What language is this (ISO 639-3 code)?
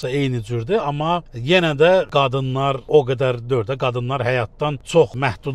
aze